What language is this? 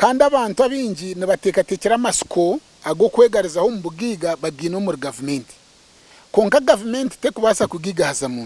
Nyankole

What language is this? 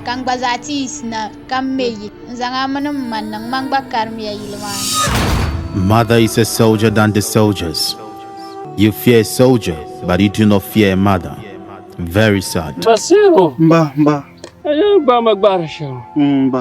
Dagbani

